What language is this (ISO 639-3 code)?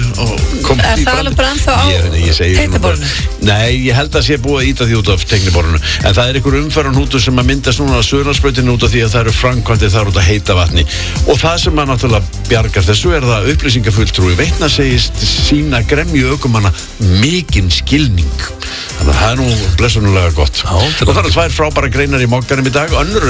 isl